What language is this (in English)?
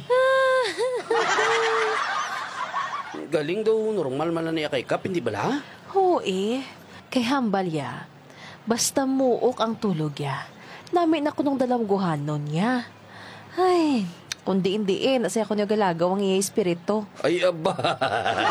Hiligaynon